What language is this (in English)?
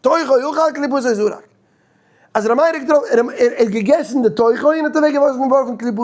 Yiddish